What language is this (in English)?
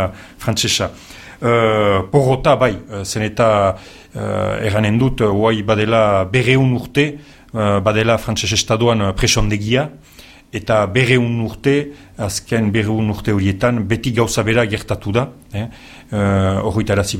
Basque